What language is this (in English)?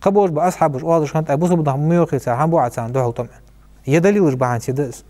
Ingush